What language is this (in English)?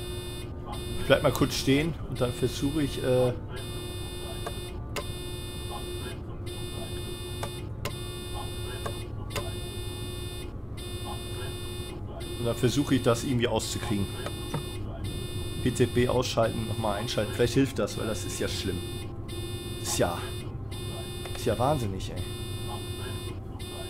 German